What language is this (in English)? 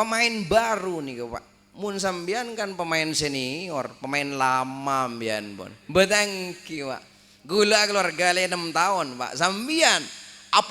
Madurese